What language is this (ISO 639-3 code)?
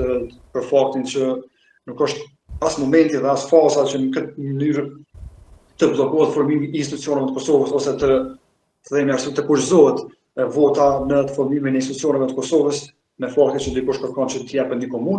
sqi